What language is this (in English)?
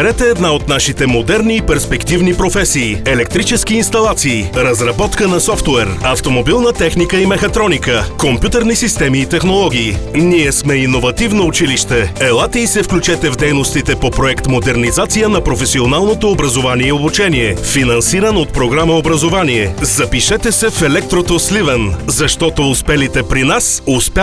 Bulgarian